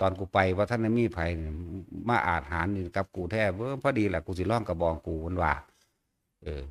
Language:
Northeastern Thai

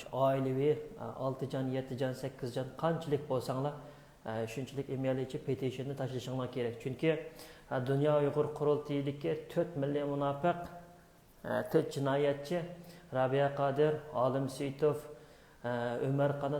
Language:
Uyghur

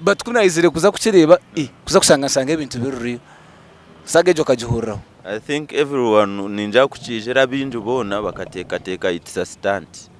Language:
Nyankole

